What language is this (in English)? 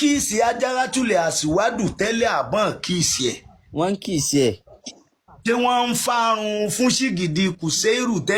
Yoruba